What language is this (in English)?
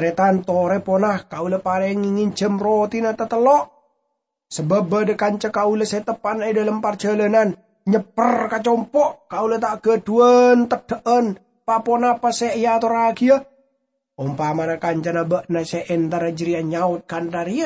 Madurese